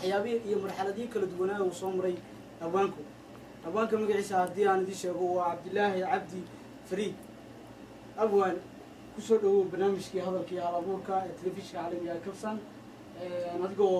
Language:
Somali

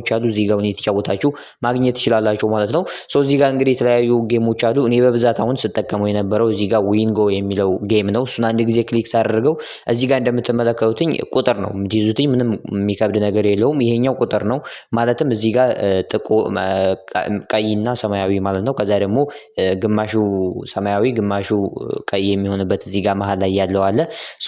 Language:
Amharic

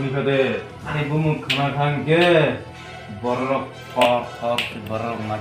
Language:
Kok Borok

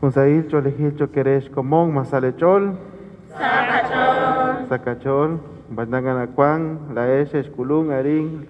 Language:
Kekchí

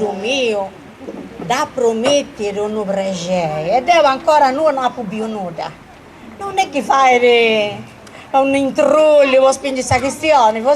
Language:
Sardinian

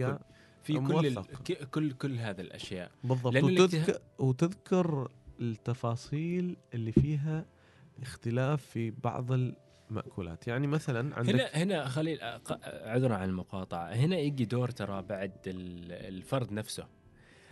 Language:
Gulf Arabic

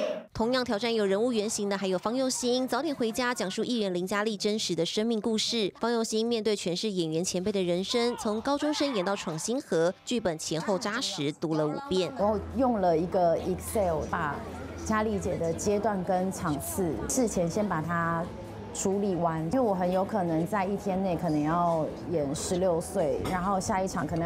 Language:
Chinese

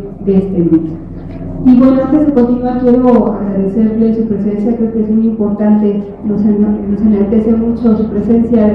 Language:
Spanish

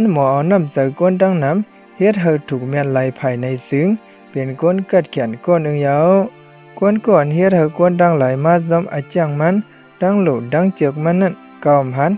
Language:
Shan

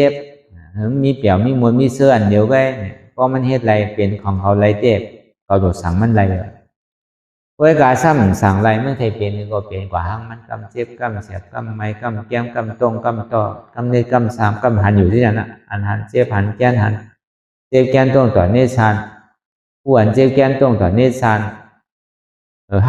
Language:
Shan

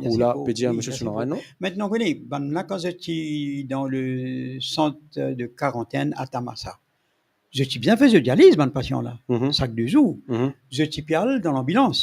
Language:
Morisyen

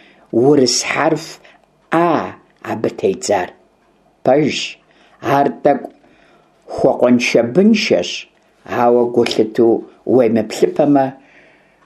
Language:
Kabardian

